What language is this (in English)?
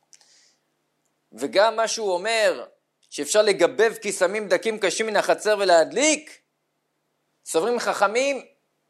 Hebrew